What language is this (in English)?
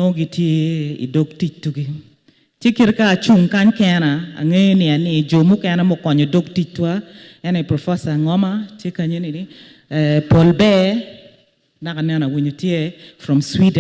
Acoli